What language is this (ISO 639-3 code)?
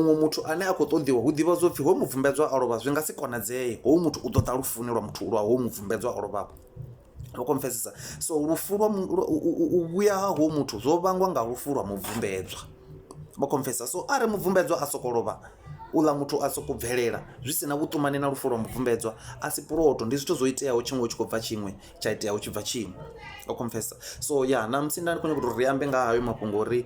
ven